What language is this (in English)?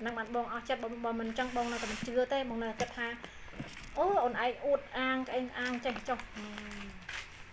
Khmer